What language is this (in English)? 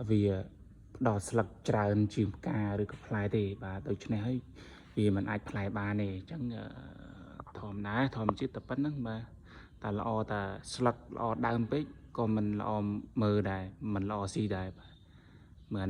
Khmer